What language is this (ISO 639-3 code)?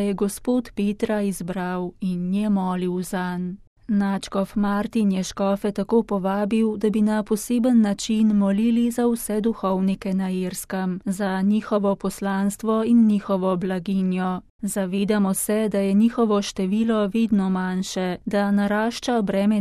slv